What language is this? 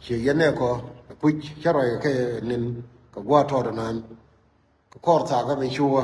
Nuer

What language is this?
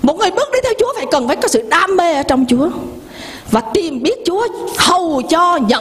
Vietnamese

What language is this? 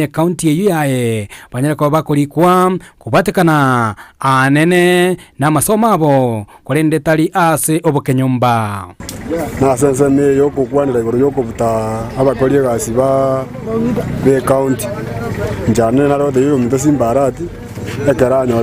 Gusii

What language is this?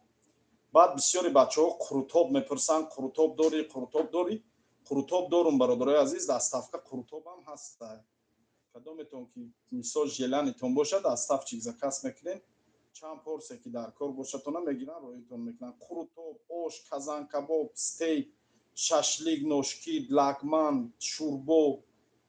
Tajik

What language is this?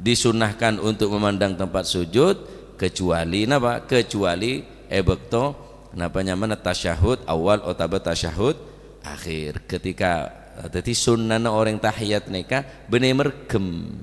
Madurese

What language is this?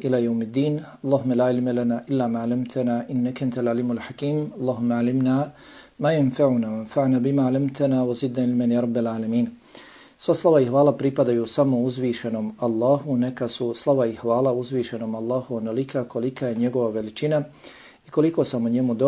Bosnian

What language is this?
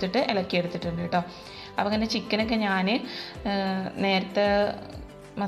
Malayalam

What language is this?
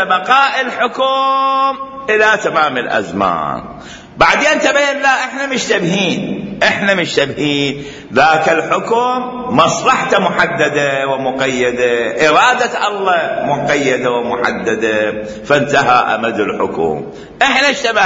Mesopotamian Arabic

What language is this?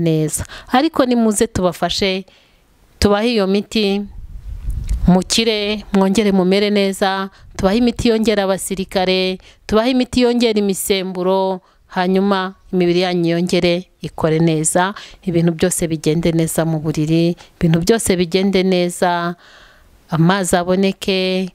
Kinyarwanda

